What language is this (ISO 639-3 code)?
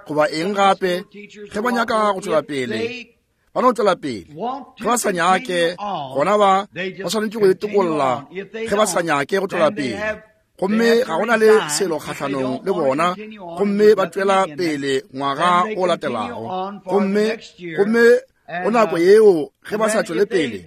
nso